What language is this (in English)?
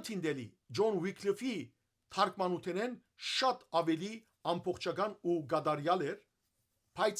Western Armenian